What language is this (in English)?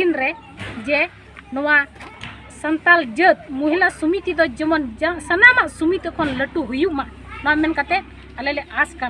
Santali